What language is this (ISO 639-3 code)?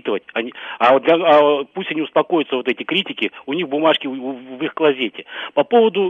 rus